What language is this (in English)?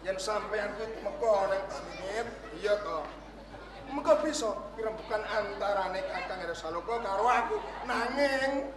Javanese